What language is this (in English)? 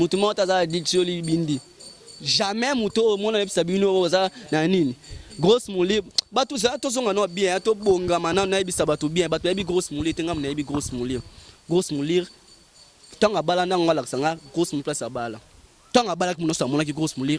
Lingala